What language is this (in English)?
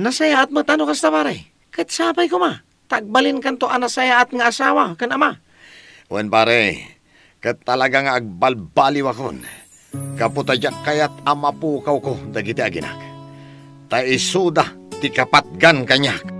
Iloko